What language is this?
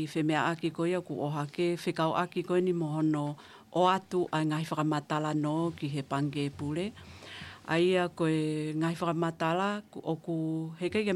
Tongan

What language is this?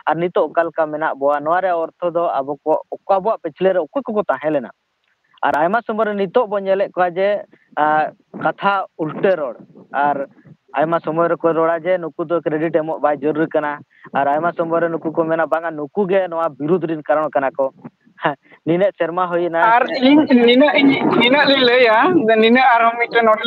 Santali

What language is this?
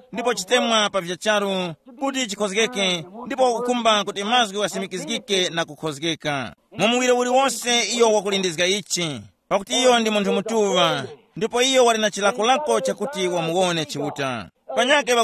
Tumbuka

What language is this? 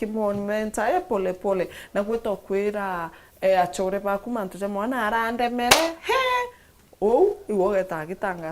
Meru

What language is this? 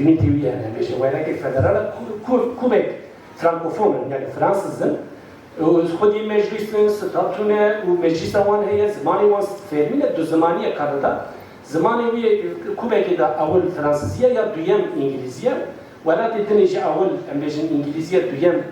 Kurdish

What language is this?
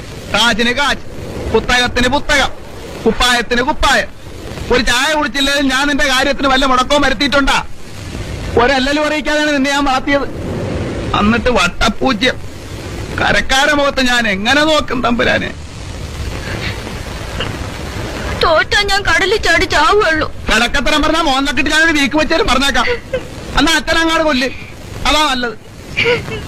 Malayalam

